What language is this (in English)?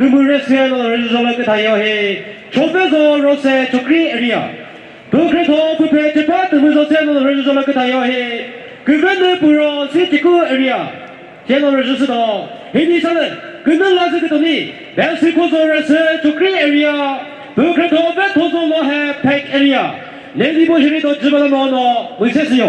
Chokri Naga